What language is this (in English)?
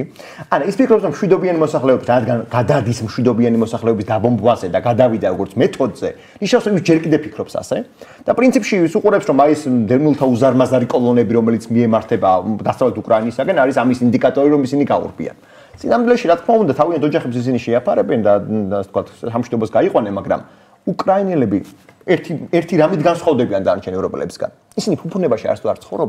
Georgian